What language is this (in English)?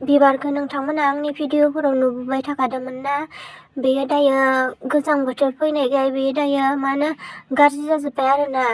Bodo